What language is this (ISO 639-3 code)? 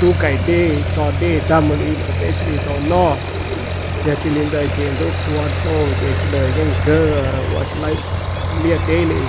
hmn